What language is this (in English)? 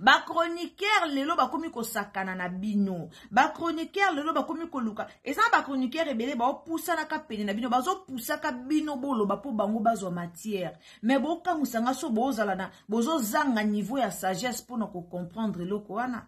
Lingala